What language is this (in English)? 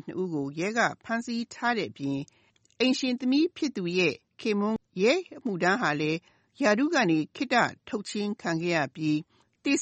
Burmese